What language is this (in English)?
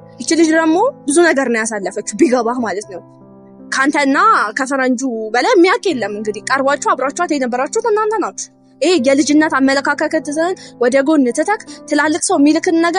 Amharic